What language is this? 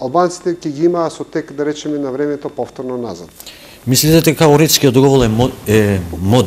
Macedonian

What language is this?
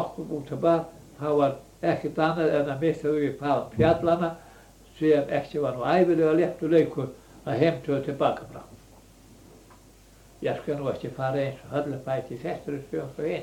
Icelandic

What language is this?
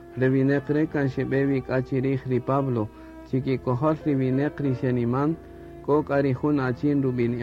Kaqchikel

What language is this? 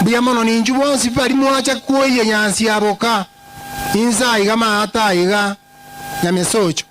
Gusii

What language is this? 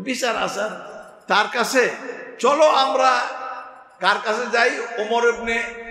Bangla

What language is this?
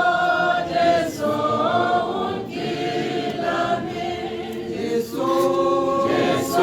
Tswana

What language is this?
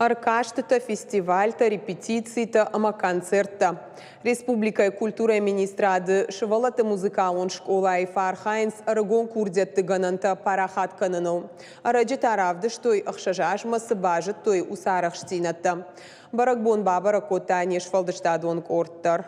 Ossetic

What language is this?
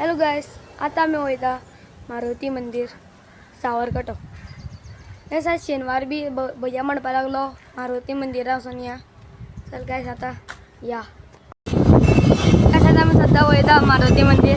Konkani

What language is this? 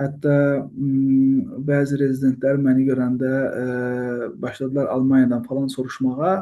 Azerbaijani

